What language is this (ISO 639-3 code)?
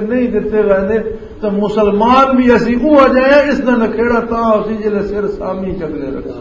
lah